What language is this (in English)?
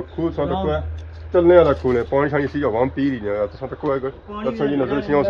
Pahari-Potwari